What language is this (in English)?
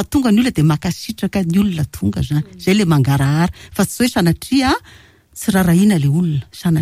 Malagasy